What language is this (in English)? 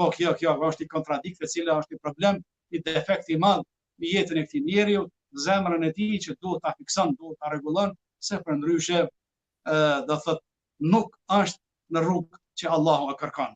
Albanian